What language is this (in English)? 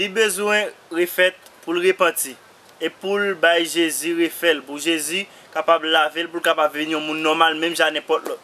Haitian Creole